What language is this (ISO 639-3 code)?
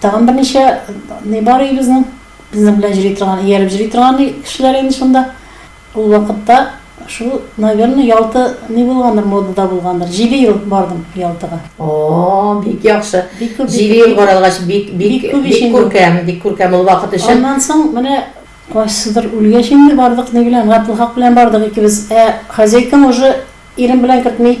tat